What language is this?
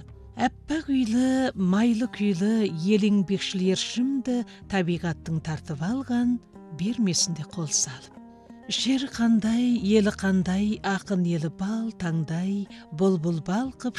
Kazakh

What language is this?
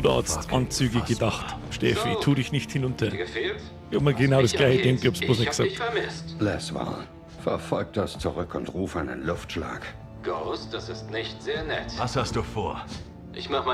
Bavarian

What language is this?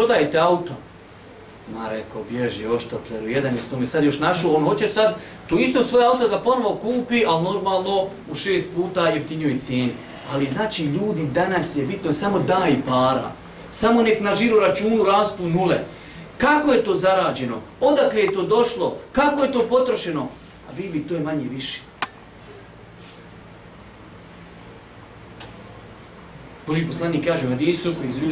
Bosnian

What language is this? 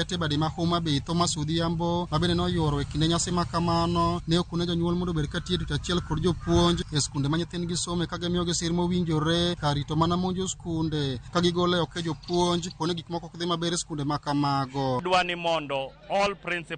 Luo (Kenya and Tanzania)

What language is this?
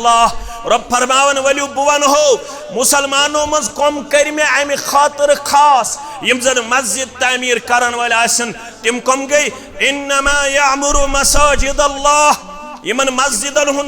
Kashmiri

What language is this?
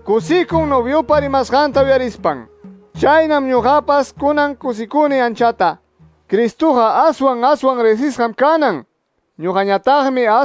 Quechua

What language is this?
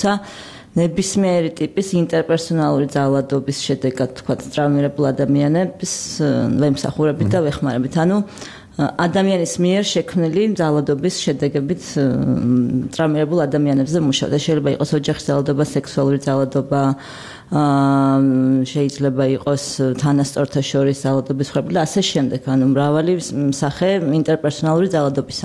Georgian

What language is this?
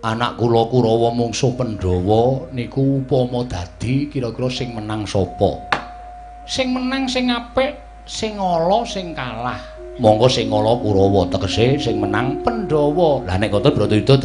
Javanese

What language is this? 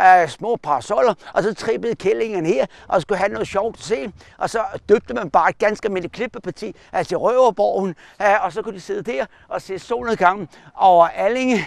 Danish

